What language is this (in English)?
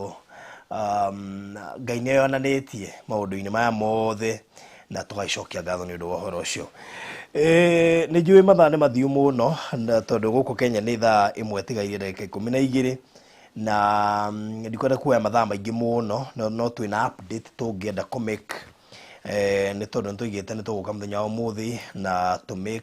Kikuyu